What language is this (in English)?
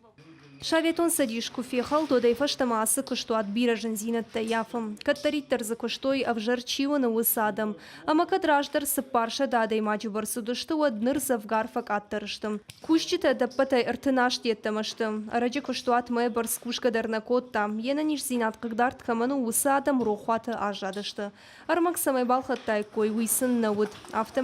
Ossetic